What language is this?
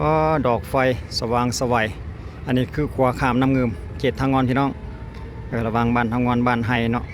Lao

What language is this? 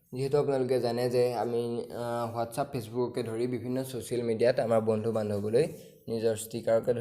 Assamese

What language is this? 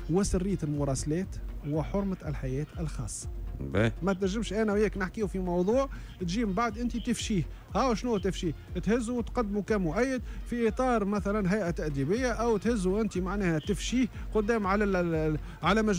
Tunisian Arabic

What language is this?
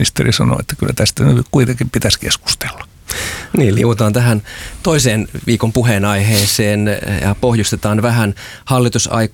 Finnish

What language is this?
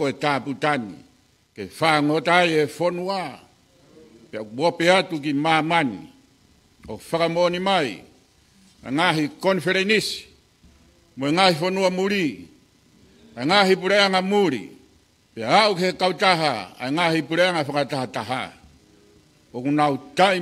Tongan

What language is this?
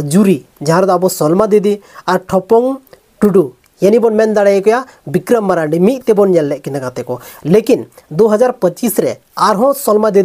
Santali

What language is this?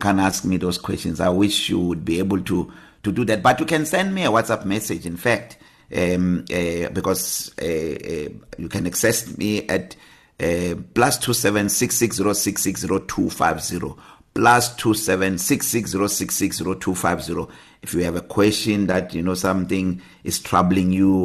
English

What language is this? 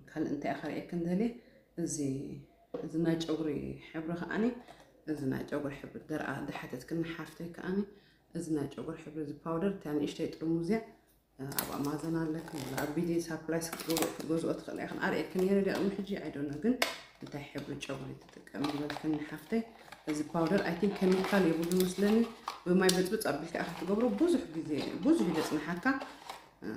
Tigrinya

